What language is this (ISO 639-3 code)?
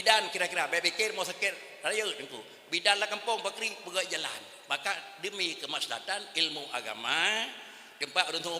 ace